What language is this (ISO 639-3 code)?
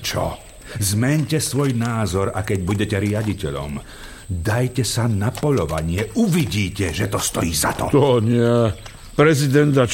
slk